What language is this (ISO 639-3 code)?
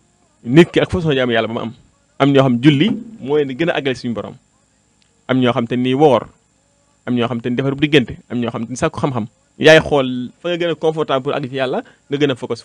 wol